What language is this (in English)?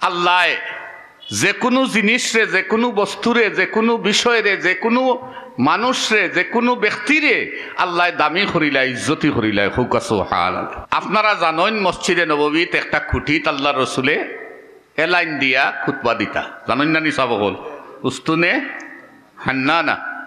Sylheti